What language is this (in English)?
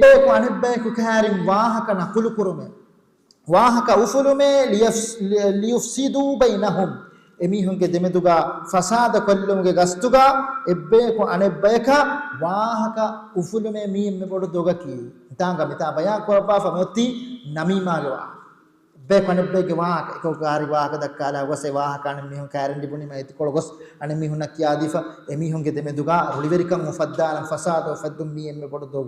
Divehi